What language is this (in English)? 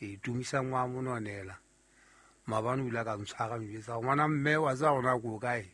Southern Sotho